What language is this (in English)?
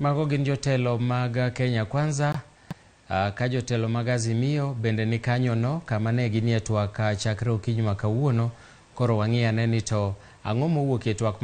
Luo (Kenya and Tanzania)